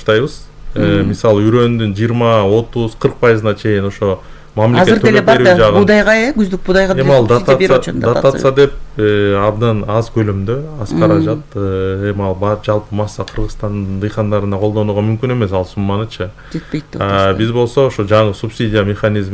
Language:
Kyrgyz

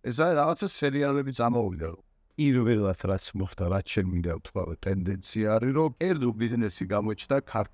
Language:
Georgian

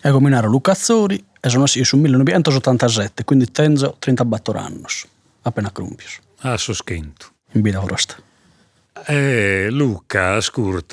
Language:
Sardinian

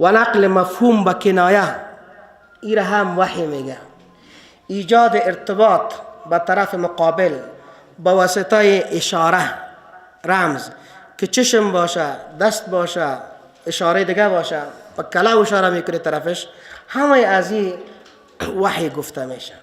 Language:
Persian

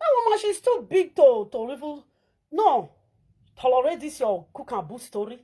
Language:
Nigerian Pidgin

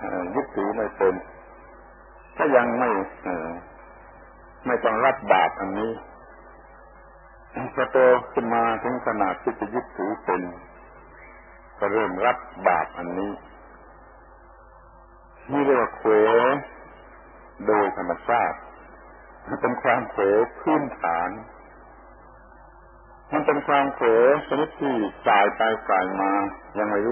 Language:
Thai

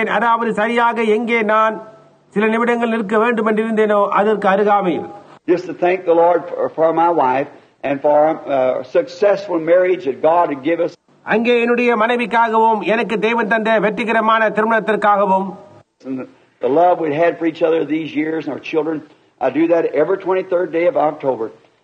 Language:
Tamil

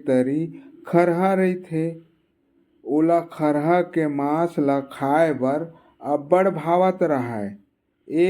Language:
Chhattisgarhi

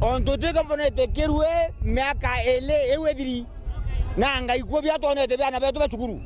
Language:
Meru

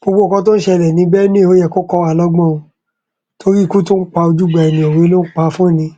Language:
Yoruba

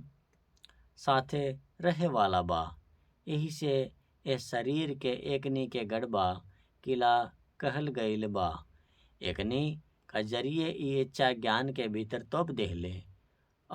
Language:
Bhojpuri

